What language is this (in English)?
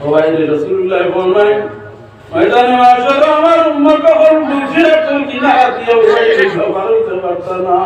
Sylheti